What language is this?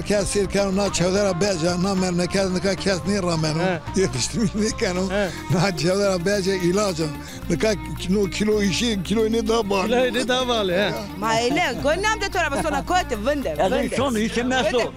Zaza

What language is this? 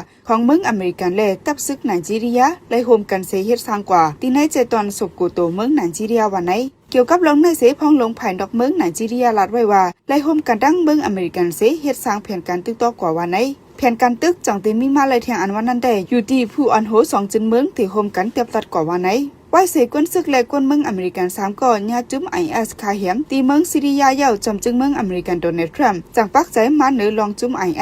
Shan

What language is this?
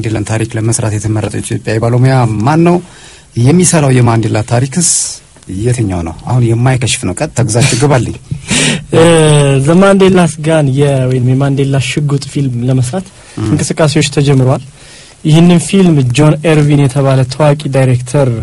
Amharic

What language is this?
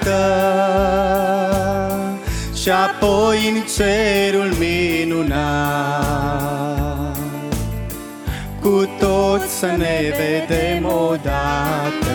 Romanian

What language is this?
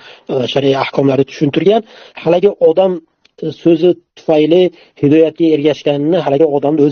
Uzbek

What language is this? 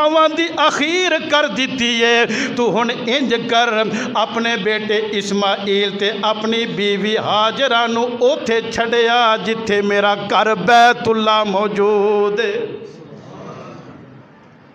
Western Panjabi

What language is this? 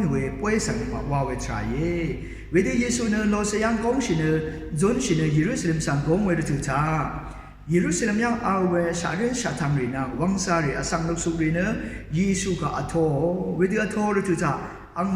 Rawang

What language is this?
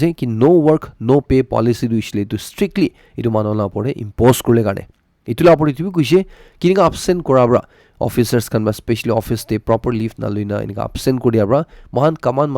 Naga Pidgin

